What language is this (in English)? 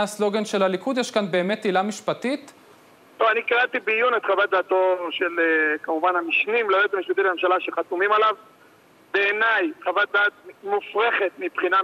Hebrew